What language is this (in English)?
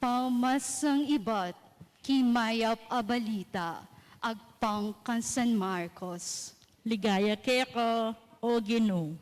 Pampanga